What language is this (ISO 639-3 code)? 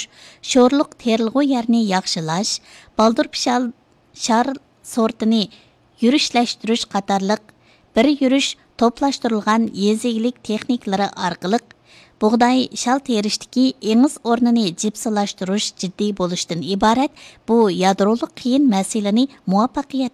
uig